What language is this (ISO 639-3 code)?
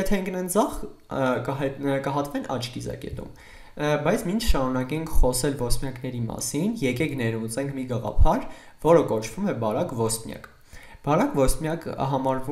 hye